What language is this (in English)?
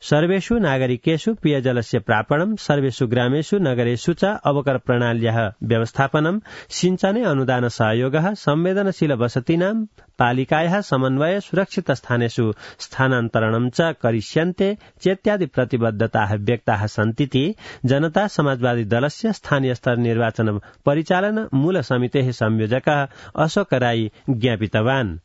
Sanskrit